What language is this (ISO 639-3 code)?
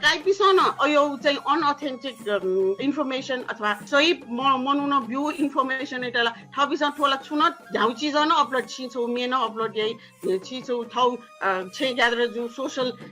new